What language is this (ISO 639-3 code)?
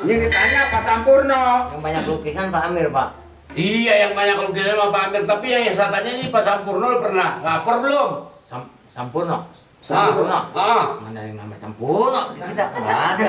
bew